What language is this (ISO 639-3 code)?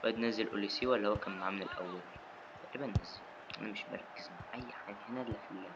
arz